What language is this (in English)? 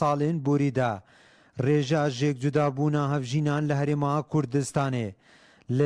Central Kurdish